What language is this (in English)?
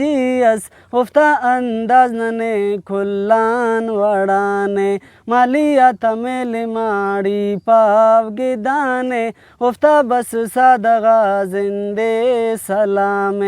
Brahui